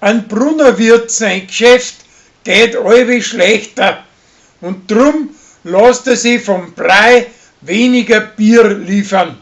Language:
Bavarian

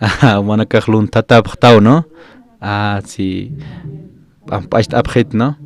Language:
Aymara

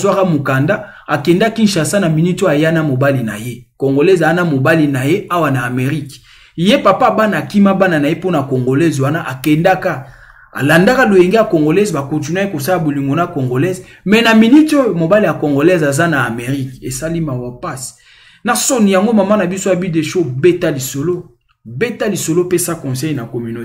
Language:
Lingala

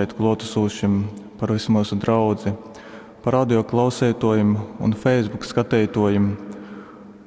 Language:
Latgalian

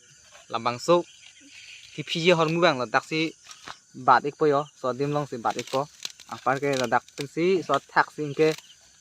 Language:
Karbi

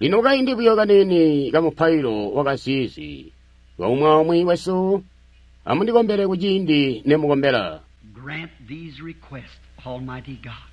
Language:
Tonga (Zambia)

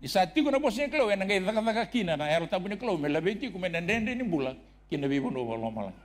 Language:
Fijian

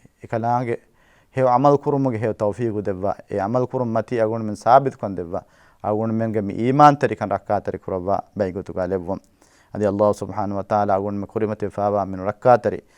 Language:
Divehi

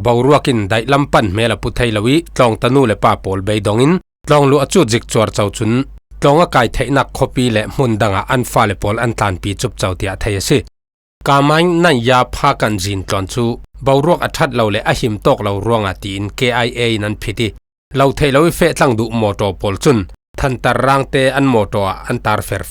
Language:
Falam Chin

